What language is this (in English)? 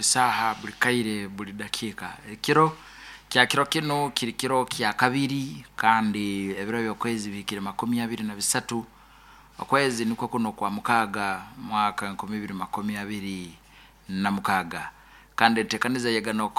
Nyoro